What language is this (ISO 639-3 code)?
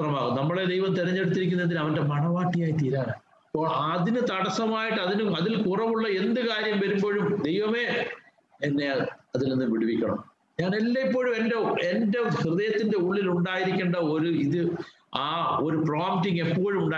mal